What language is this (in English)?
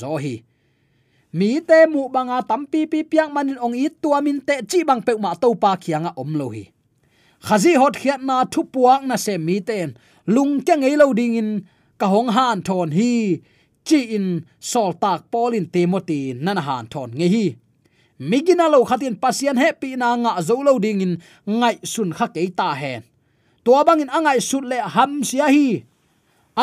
Tedim Chin